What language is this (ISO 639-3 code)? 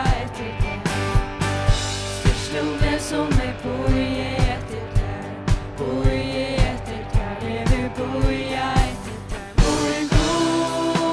fao